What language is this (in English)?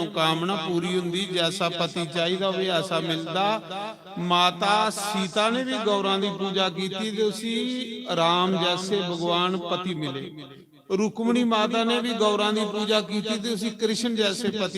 Dogri